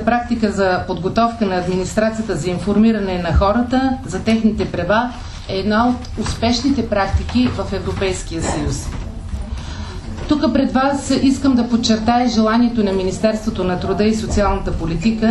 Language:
Bulgarian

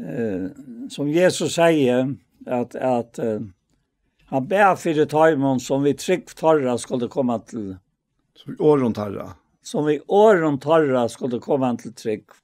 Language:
Faroese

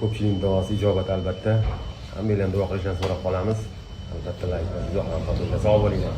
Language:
Uzbek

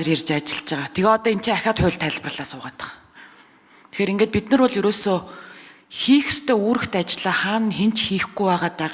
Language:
Mongolian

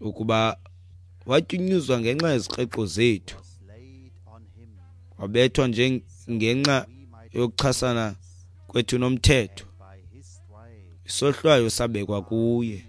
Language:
Xhosa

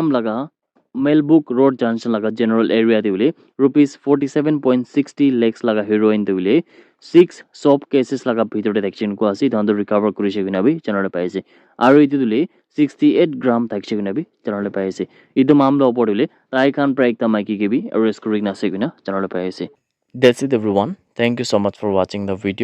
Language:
Naga Pidgin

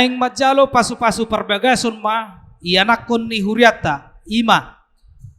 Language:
Batak Toba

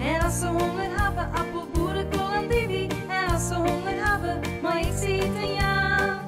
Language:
Western Frisian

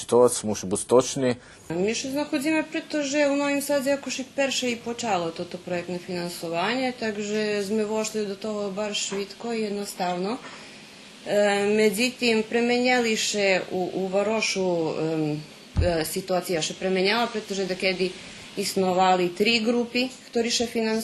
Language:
Rusyn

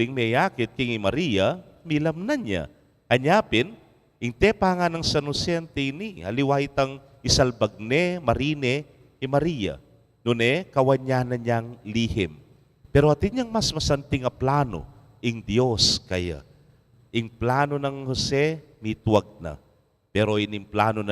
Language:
Pampanga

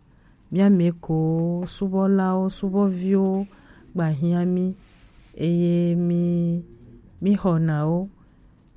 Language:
Gen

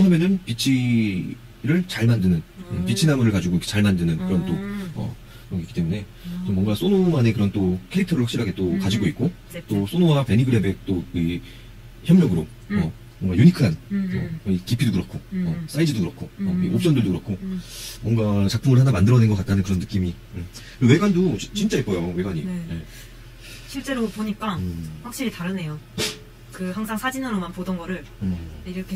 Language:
Korean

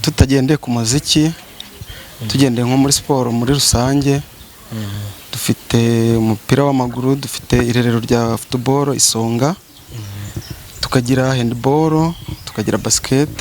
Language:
Kinyarwanda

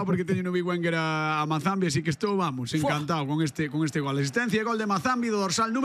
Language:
Galician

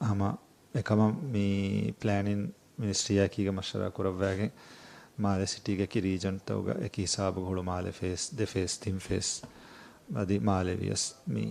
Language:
Divehi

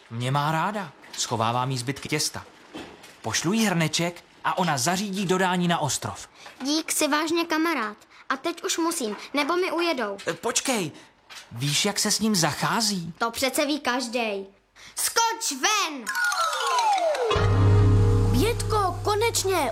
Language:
Czech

